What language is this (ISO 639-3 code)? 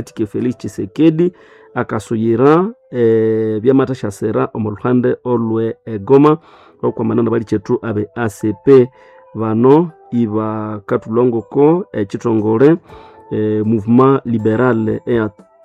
nnb